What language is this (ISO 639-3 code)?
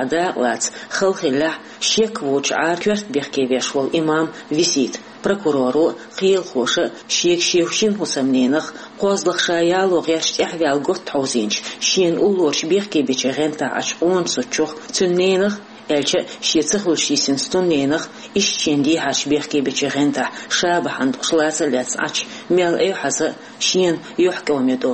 che